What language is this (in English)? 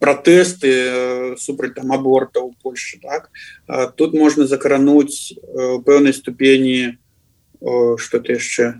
Belarusian